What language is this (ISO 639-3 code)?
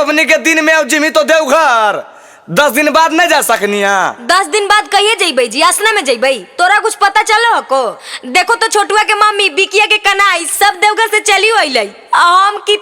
mag